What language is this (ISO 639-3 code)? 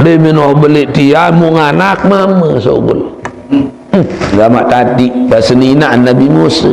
sas